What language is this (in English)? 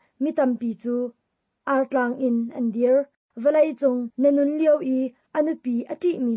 Hakha Chin